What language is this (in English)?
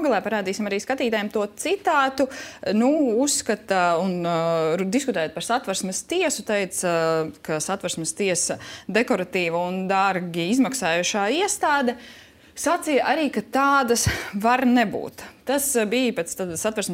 Latvian